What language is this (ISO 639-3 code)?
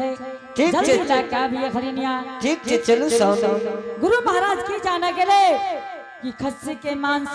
anp